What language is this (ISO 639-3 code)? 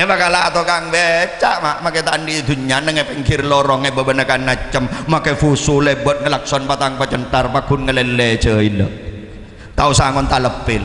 mad